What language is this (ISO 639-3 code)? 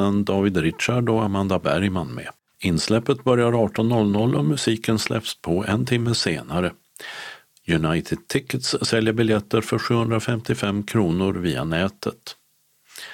swe